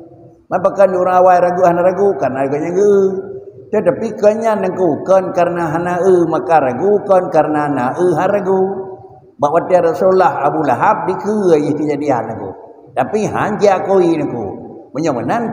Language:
Achinese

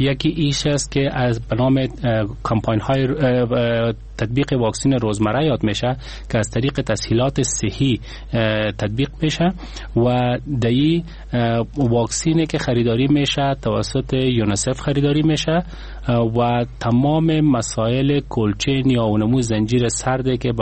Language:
Persian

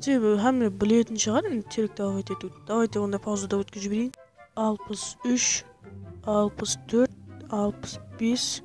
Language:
Kara-Kalpak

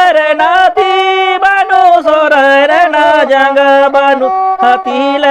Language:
Santali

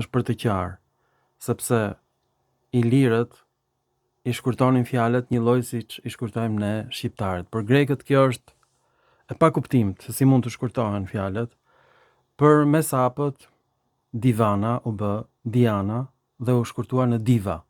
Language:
Albanian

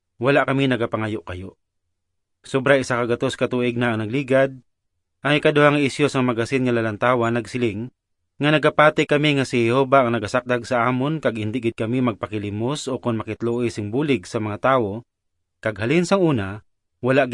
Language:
Hiligaynon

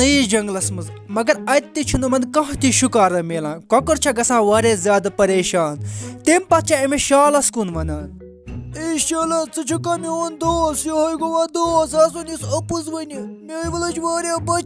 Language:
Kashmiri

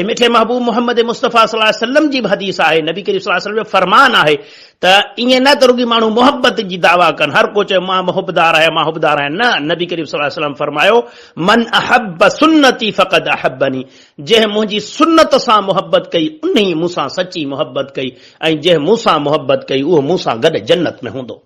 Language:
Sindhi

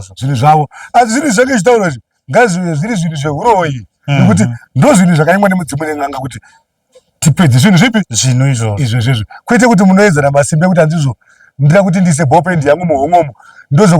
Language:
Shona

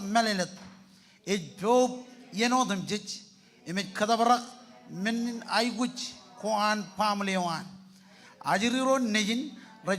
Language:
Marshallese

